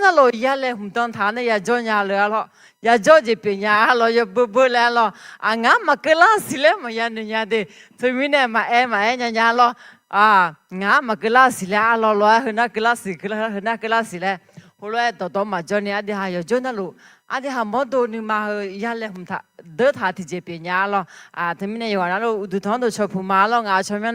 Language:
Akha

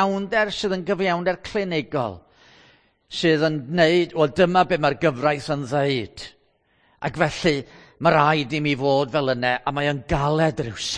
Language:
Welsh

